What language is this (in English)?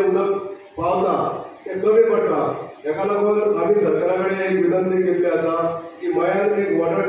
Konkani